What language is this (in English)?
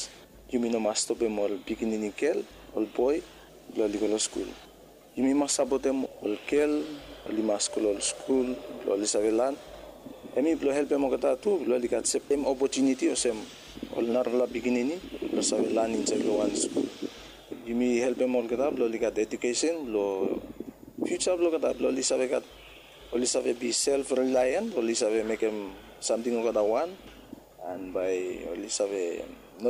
Bislama